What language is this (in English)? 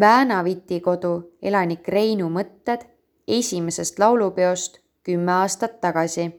Estonian